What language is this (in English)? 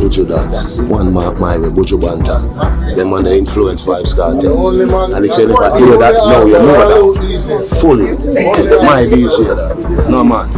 Jamaican Creole English